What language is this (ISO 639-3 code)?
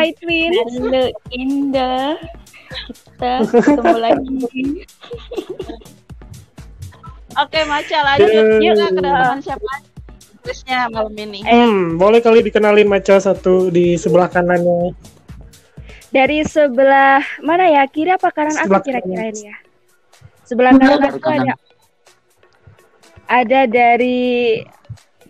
ind